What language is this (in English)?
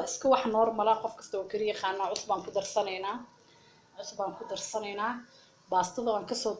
Somali